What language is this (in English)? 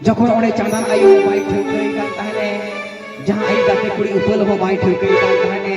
Santali